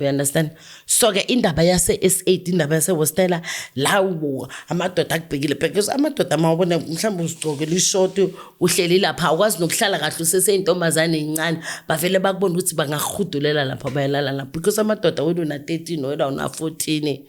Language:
Zulu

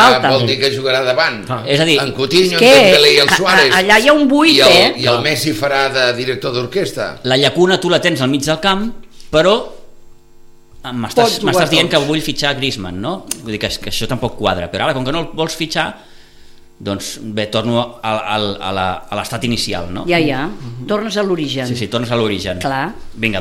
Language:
Catalan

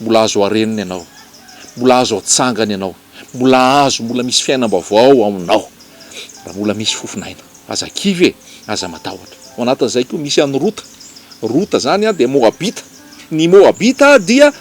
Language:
Malagasy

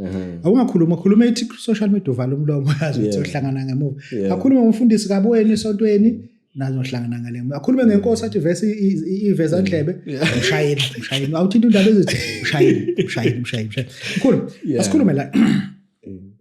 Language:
Zulu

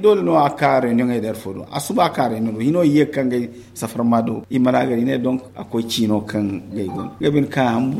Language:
Zarma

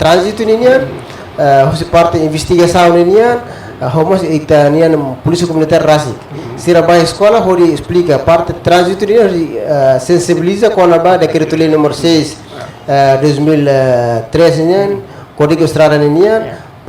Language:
Tetum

